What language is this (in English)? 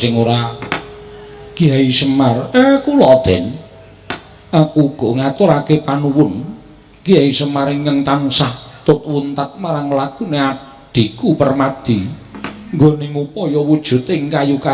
Javanese